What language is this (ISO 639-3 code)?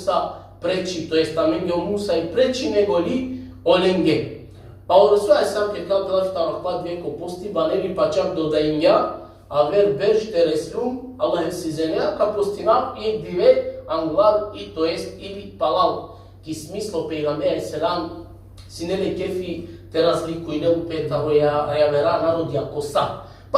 rmn